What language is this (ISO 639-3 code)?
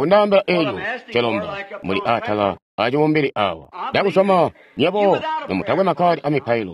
toi